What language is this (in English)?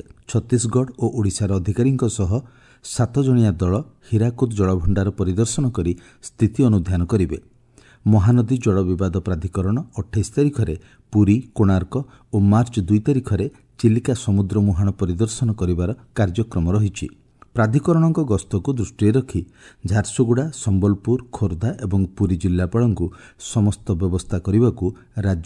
Odia